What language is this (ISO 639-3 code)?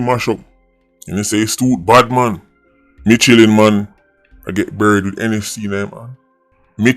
jam